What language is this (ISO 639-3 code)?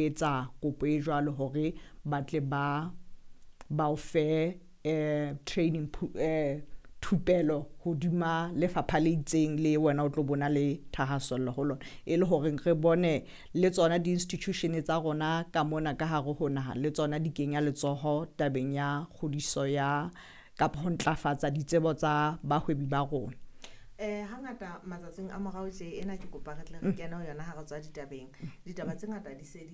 sot